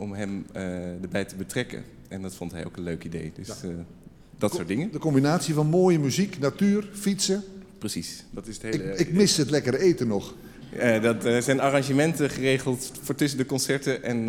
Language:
Dutch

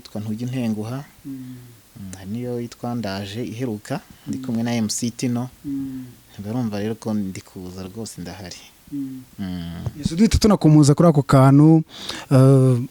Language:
Kinyarwanda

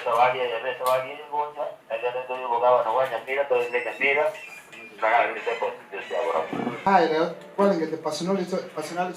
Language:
Gusii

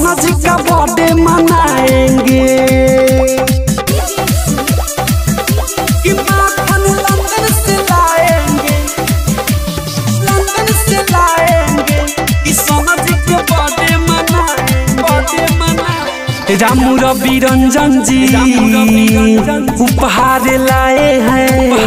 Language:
Bhojpuri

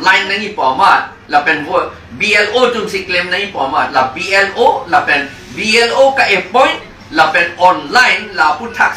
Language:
Karbi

